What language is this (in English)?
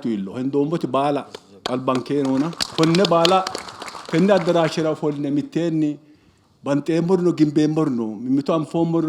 Sidamo